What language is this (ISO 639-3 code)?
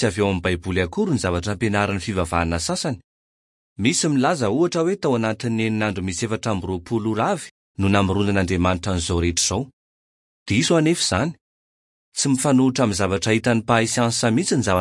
mlg